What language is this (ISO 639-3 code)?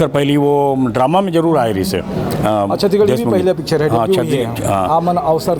hne